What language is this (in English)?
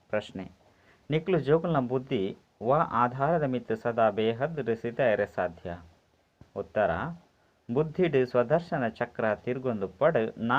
Tulu